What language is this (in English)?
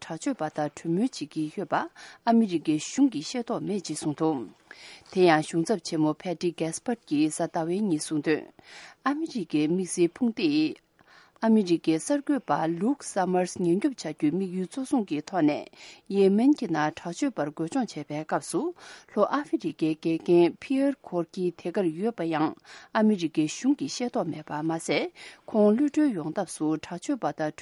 Tibetan